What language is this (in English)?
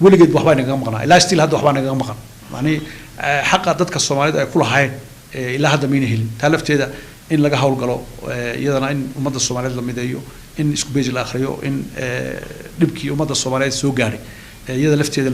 Somali